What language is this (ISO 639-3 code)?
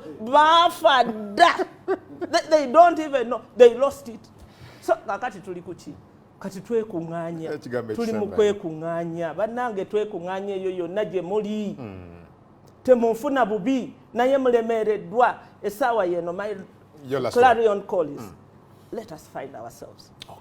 lug